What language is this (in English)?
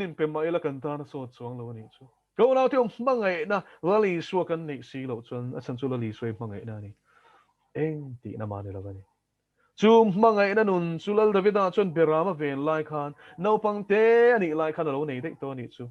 Mizo